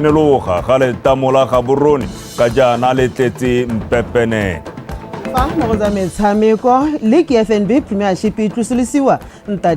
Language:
Tswana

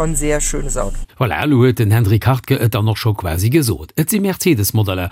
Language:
Luxembourgish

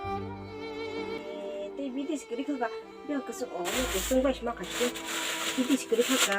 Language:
Kok Borok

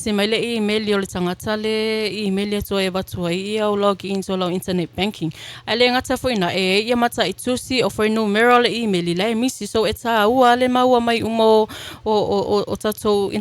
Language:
Samoan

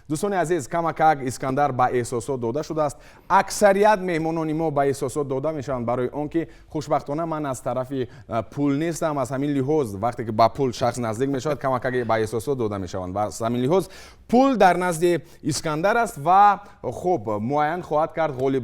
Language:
Tajik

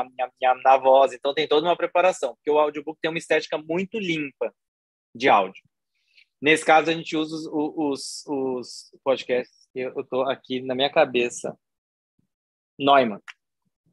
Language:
Portuguese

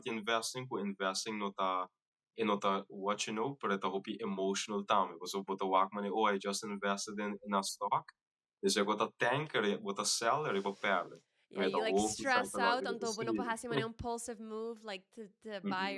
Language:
Papiamento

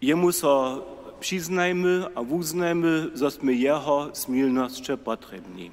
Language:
Upper Sorbian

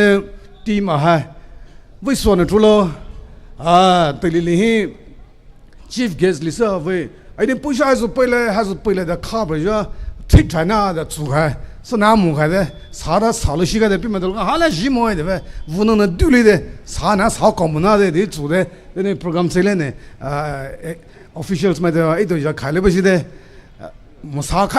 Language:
Poumei Naga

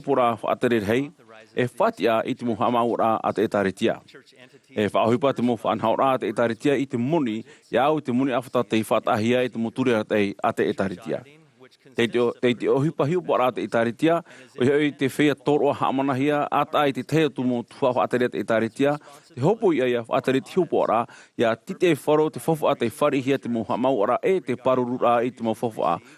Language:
Tahitian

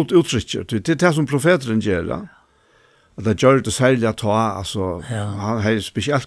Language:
Faroese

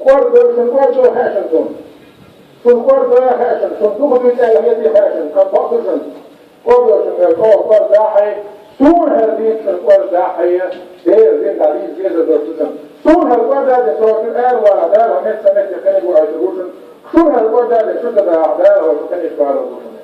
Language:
Chechen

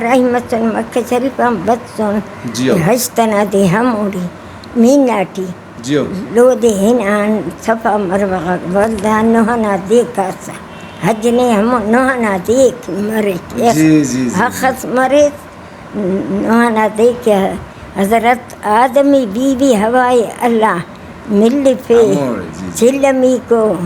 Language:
Brahui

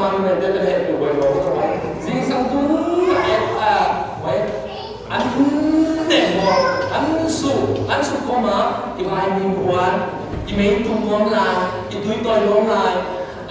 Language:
Tedim Chin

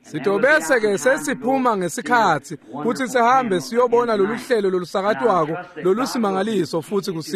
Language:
Swati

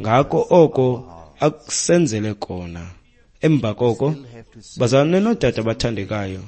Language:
Xhosa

